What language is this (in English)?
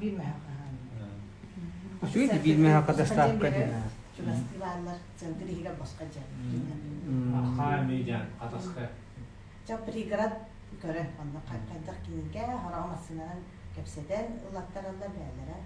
Yakut